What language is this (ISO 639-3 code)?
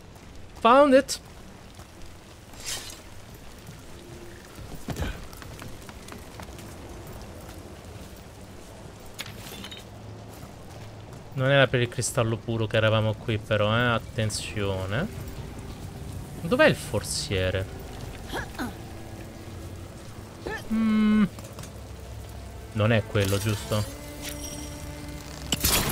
ita